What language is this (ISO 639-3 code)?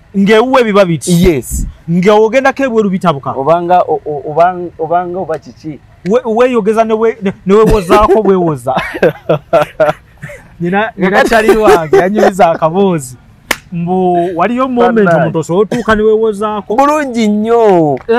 lug